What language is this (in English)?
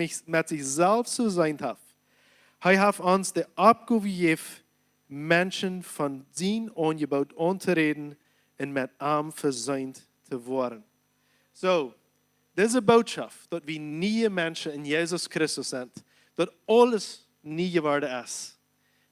Plautdietsch